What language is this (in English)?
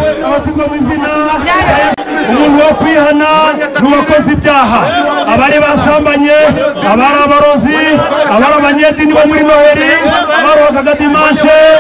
Kinyarwanda